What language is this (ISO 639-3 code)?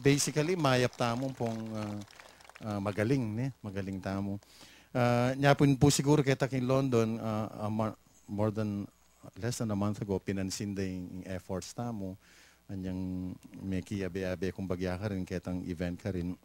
pam